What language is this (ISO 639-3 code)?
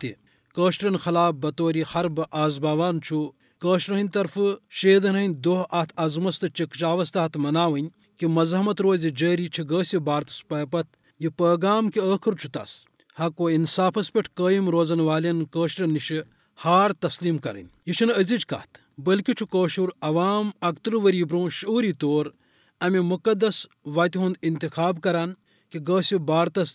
kas